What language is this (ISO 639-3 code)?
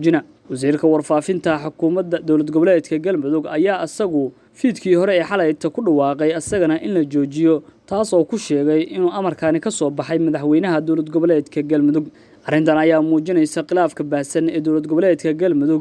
som